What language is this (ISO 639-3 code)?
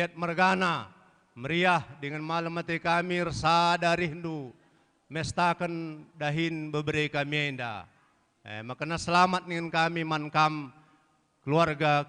btx